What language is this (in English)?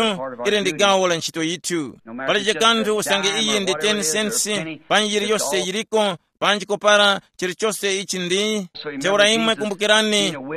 Tumbuka